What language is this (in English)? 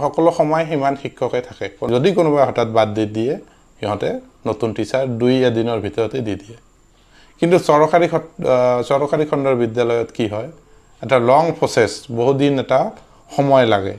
Assamese